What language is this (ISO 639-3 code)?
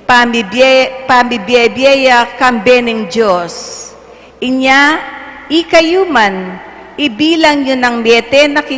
pam